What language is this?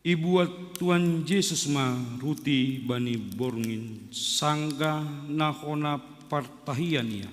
Batak Simalungun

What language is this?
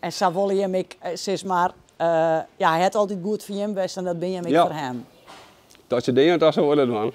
Western Frisian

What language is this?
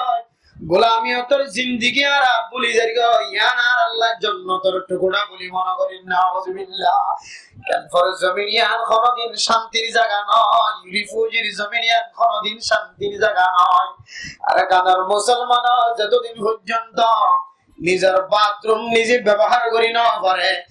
Rohingya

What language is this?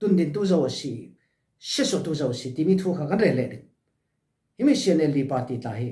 Falam Chin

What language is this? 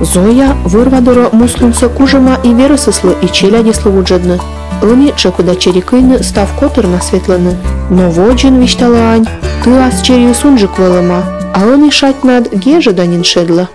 Komi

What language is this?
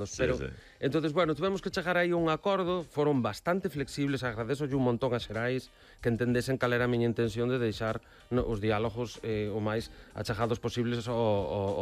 Galician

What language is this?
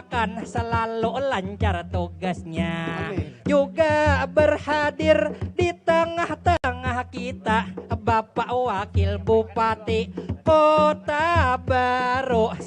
Banjar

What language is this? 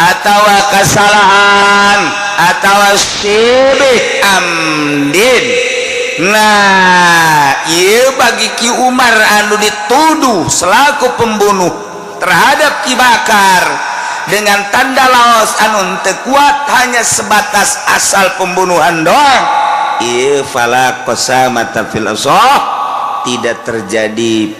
Sundanese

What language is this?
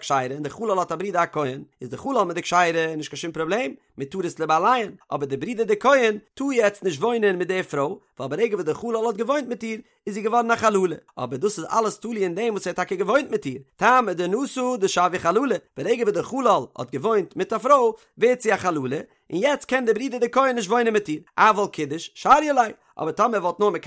Yiddish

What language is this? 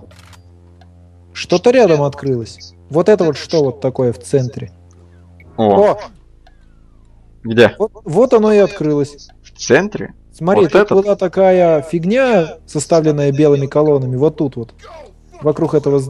Russian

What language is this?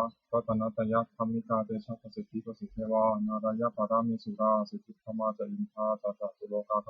Pali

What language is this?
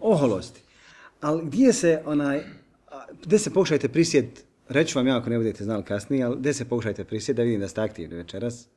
Bosnian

